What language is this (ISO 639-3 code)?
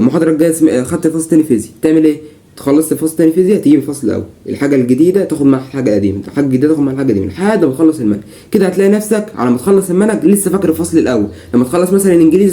arz